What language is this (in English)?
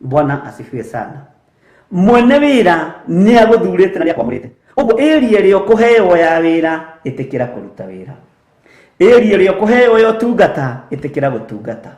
Kikuyu